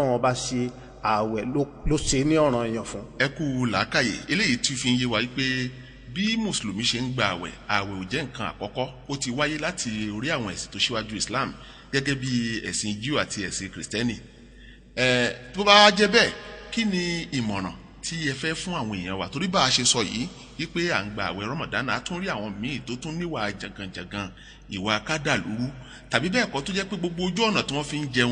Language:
Yoruba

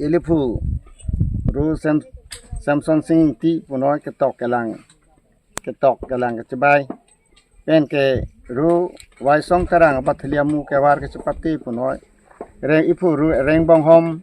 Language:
Karbi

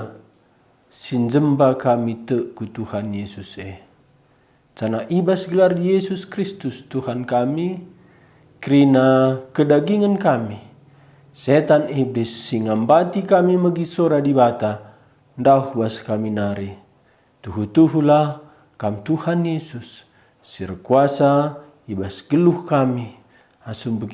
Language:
Batak Karo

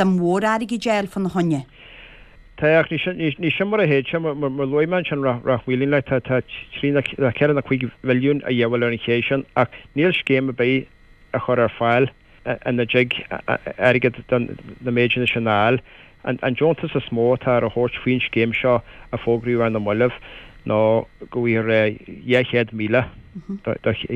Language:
Irish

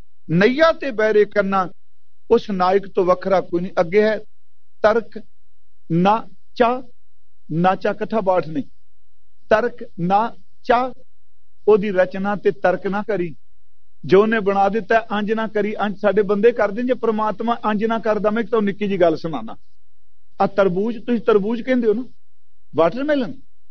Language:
Punjabi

